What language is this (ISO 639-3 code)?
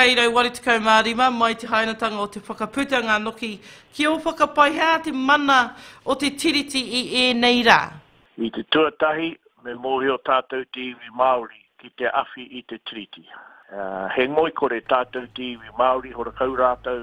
mri